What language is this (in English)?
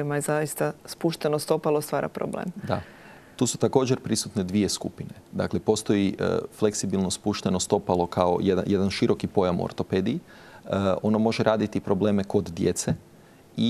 Croatian